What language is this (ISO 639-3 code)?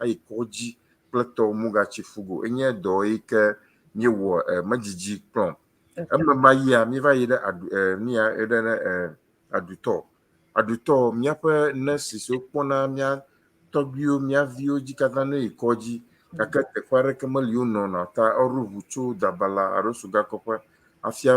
ewe